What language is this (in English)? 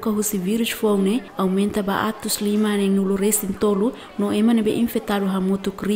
Tetum